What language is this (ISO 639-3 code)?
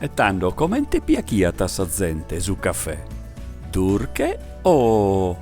srd